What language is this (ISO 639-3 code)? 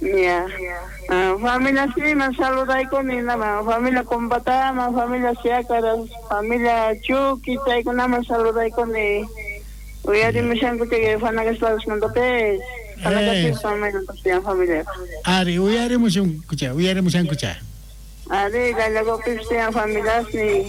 quy